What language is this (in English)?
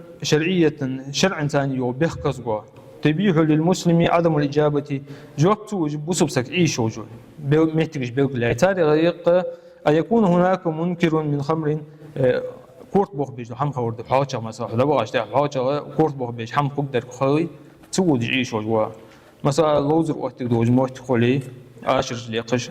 Ingush